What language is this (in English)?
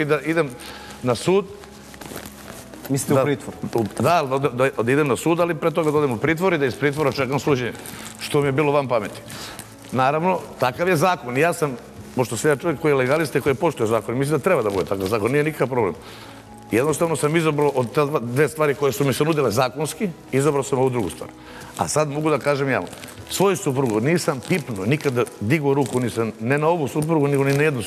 Serbian